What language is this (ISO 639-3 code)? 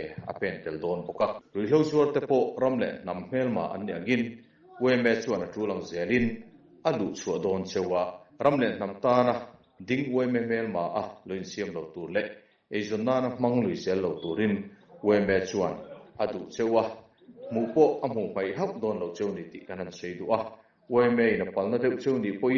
lus